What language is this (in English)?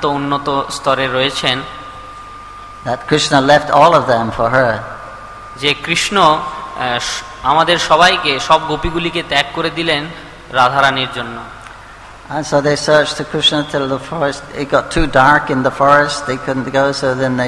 Bangla